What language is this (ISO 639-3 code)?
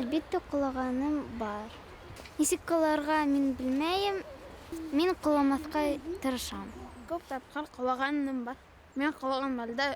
bak